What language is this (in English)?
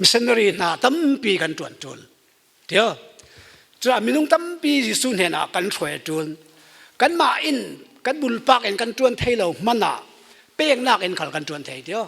Falam Chin